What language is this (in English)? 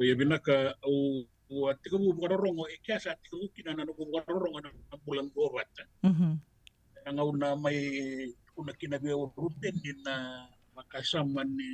Fijian